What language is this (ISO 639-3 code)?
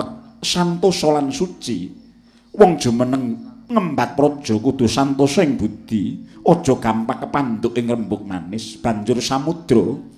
jav